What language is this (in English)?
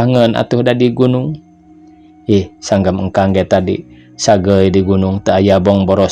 Sundanese